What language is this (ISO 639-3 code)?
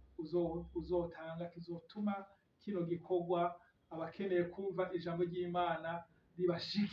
run